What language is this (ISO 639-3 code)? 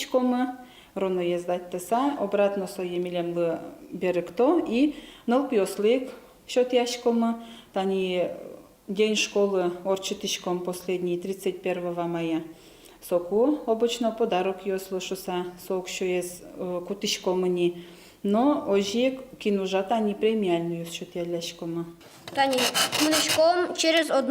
udm